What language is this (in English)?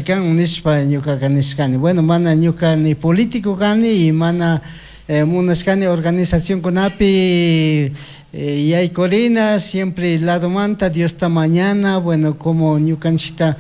Chimborazo Highland Quichua